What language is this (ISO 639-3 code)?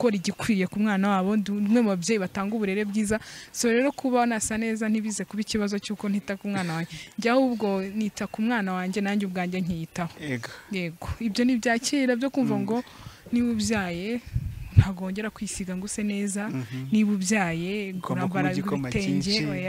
kin